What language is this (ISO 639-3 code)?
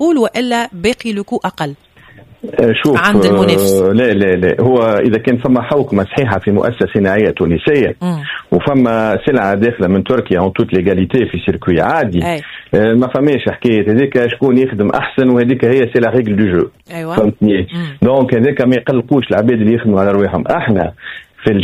aeb